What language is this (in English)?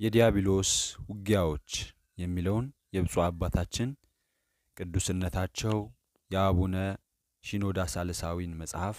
Amharic